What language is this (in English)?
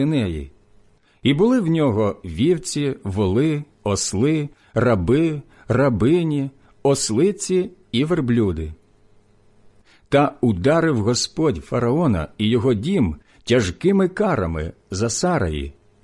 Ukrainian